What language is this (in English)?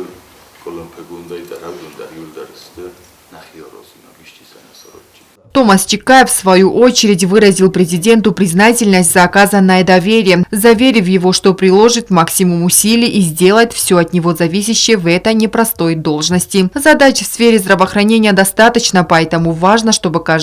Ossetic